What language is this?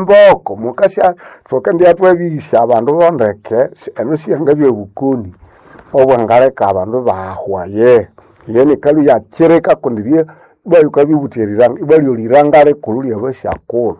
Nande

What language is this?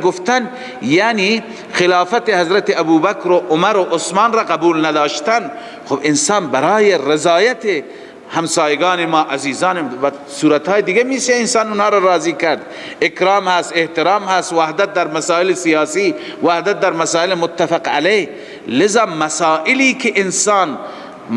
Persian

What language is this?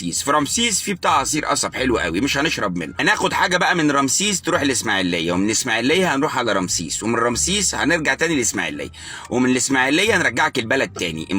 Egyptian Arabic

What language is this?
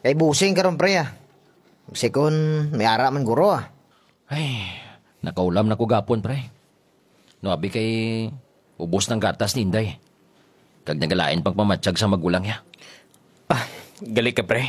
Hiligaynon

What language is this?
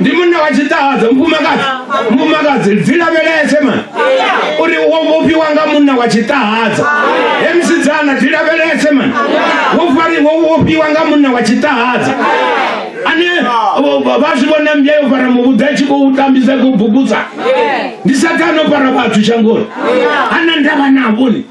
Venda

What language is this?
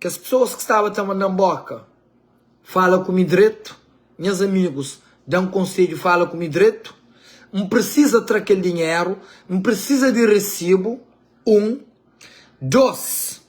Kabuverdianu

